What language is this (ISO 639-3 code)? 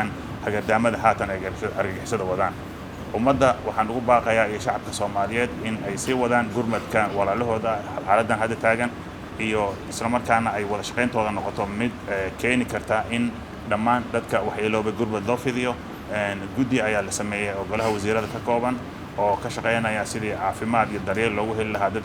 som